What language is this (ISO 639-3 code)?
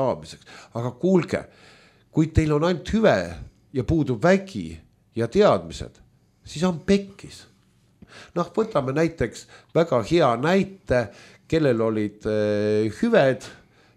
est